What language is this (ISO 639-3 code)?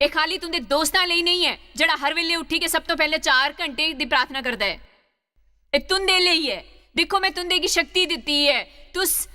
doi